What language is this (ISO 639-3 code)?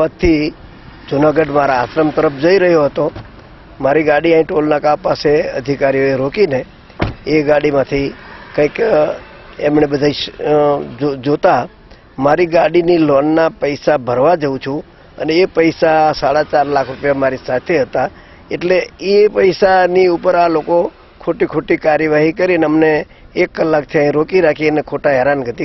guj